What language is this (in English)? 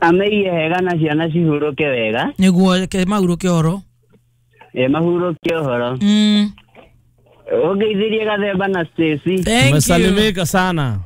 Kikuyu